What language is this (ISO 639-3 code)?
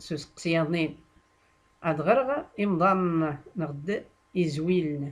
shi